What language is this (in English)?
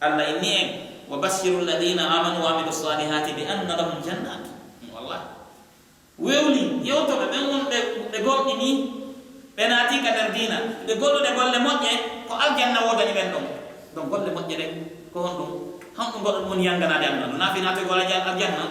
Pular